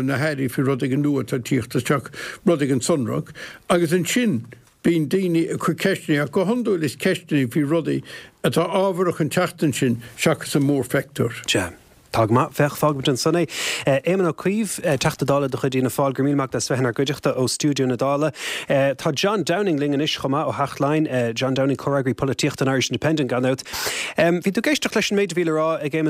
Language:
Irish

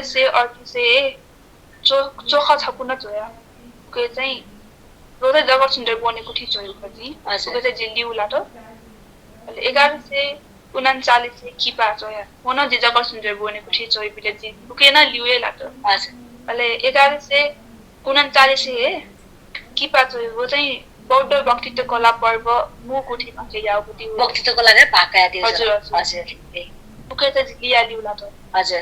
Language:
Newari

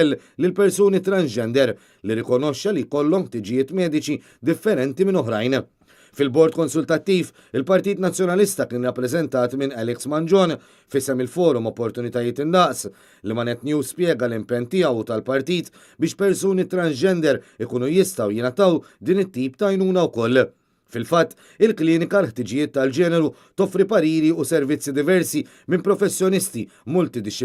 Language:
Maltese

